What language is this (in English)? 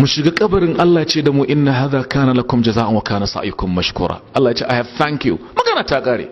Hausa